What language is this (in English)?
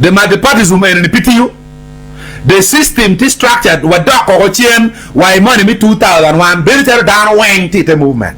Acoli